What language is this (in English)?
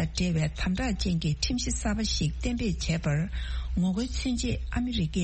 Tibetan